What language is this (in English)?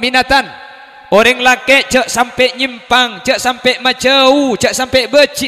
Madurese